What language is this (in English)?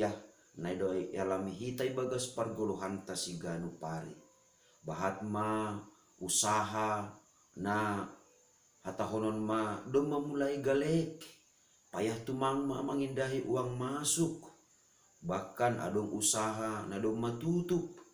Batak Simalungun